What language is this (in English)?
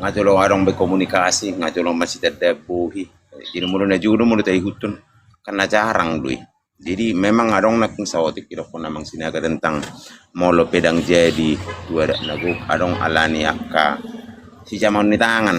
Batak Toba